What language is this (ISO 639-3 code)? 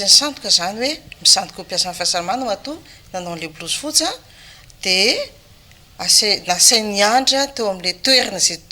mlg